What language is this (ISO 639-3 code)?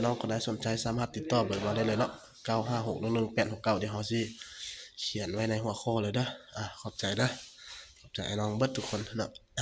lao